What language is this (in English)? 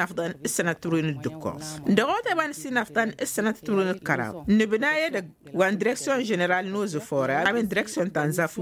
Tamasheq